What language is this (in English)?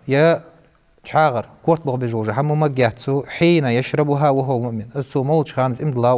Ingush